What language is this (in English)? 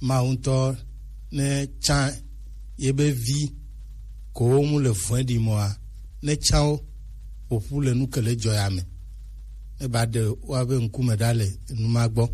Gen